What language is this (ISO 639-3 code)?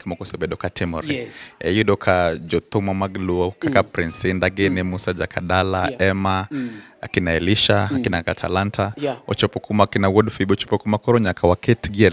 luo